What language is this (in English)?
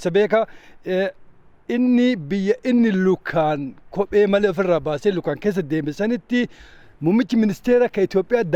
Oromo